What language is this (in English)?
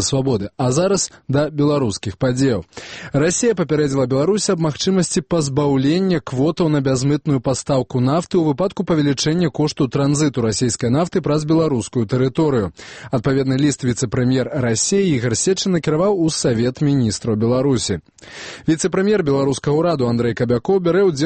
Belarusian